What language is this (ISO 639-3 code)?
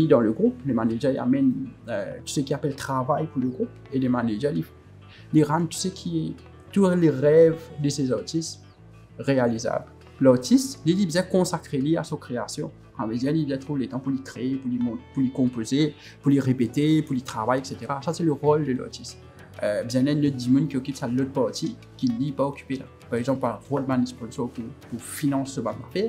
mfe